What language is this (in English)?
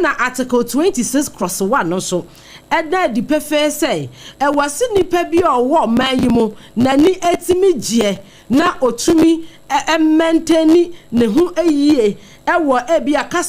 Akan